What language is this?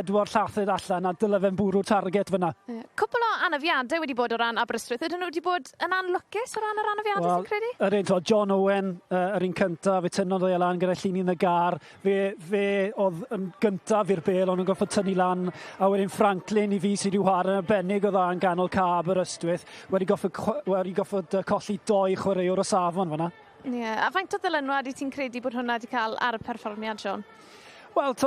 Welsh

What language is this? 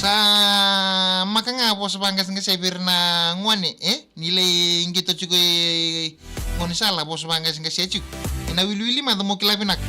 Fijian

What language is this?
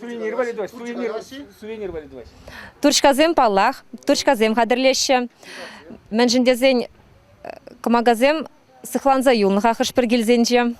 Chuvash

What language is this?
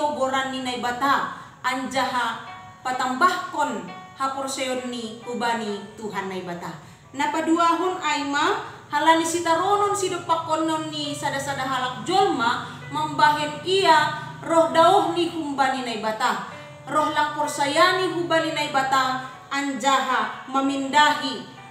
Batak Simalungun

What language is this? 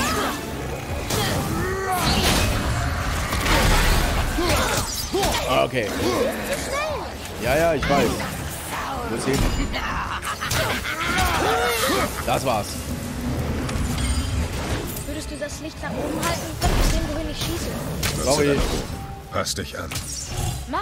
German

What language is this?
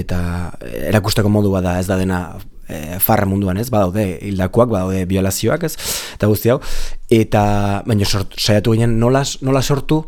Basque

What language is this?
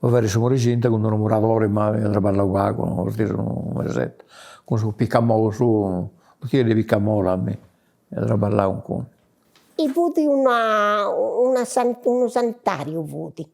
Sardinian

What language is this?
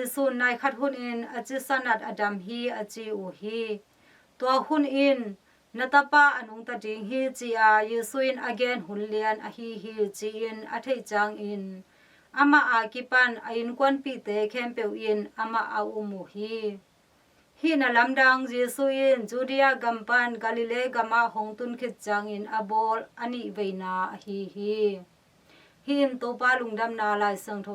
Tedim Chin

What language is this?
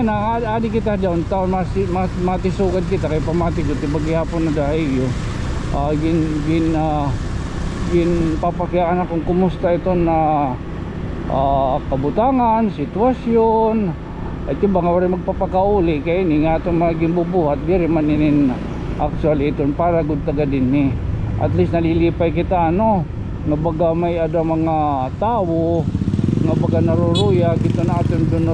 Waray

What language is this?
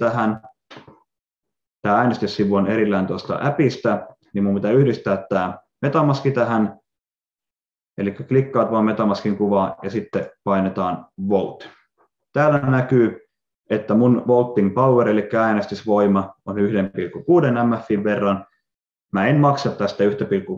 Finnish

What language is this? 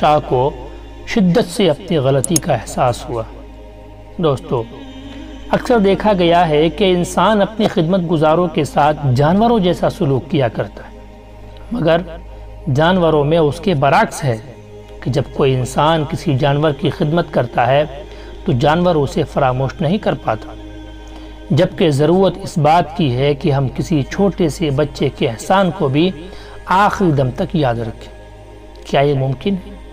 Urdu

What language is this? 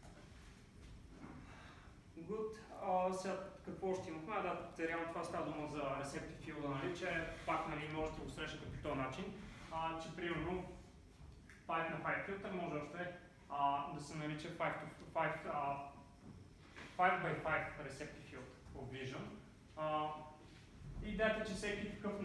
Bulgarian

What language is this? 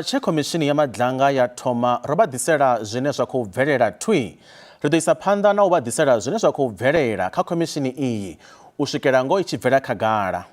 Venda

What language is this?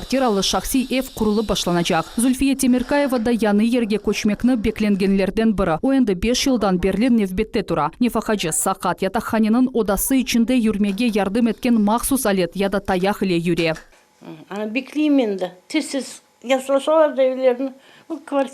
Crimean Tatar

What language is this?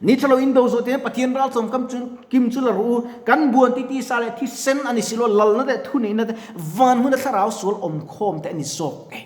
Mizo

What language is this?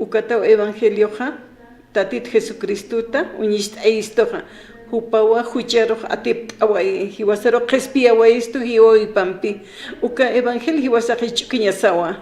Aymara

